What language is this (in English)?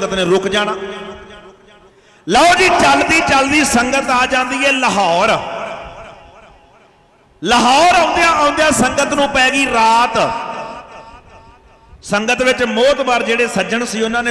Punjabi